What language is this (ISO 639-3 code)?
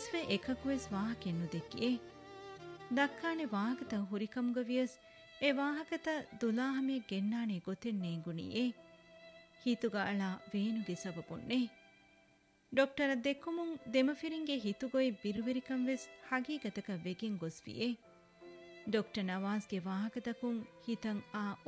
div